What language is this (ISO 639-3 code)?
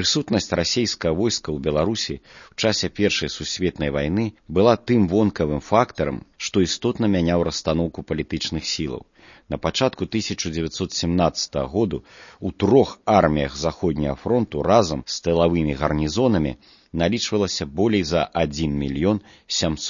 bel